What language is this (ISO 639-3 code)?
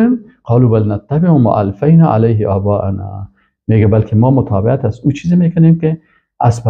fas